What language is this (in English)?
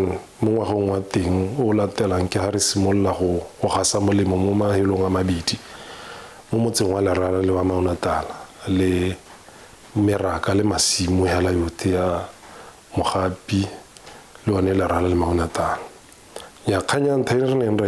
Tswana